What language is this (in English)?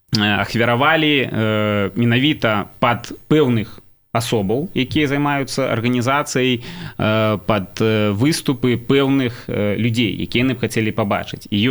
Belarusian